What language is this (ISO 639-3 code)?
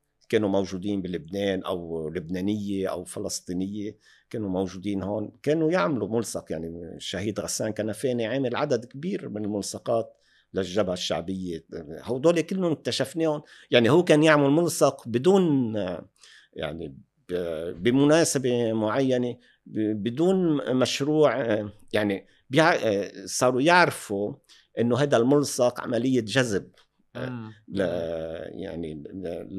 apc